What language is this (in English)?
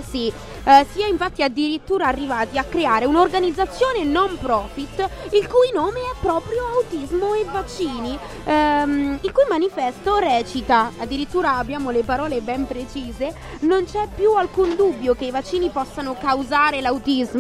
Italian